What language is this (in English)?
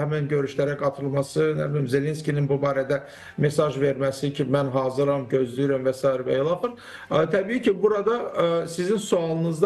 Azerbaijani